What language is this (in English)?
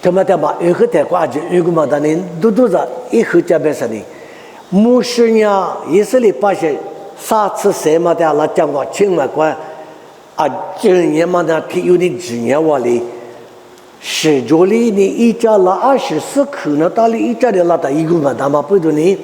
Lisu